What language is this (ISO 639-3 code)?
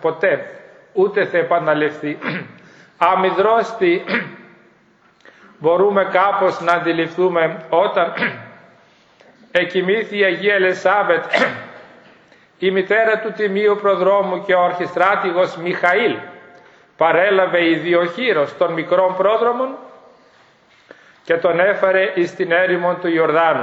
ell